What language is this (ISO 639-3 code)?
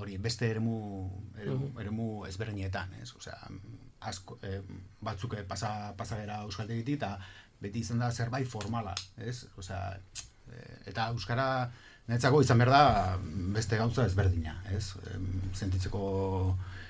eus